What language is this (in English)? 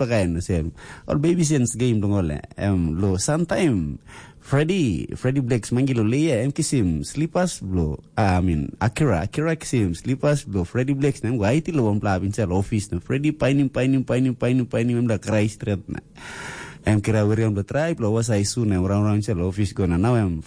Tok Pisin